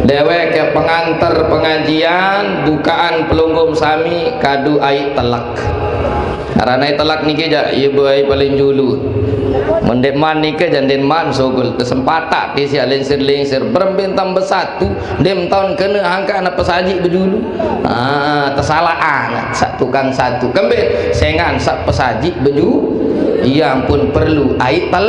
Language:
Sasak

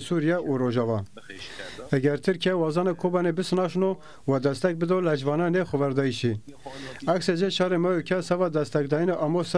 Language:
Zaza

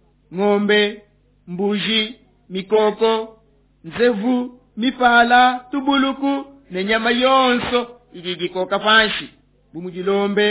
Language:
Luba-Lulua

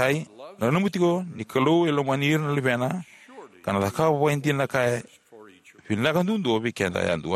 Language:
Fijian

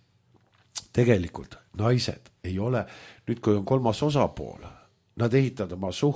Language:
Estonian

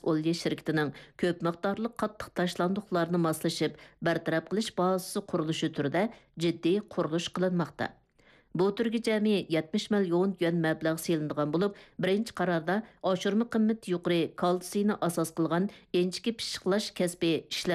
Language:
Uyghur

